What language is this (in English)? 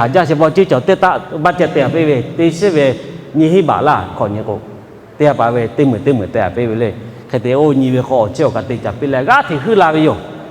Lahu